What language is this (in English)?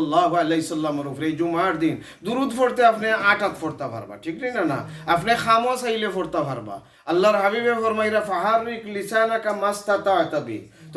Sylheti